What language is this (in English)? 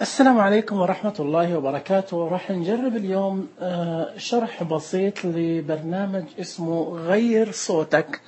Najdi Arabic